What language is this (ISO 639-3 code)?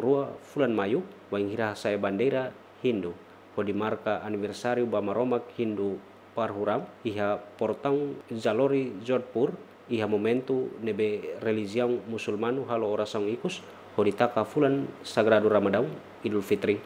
tet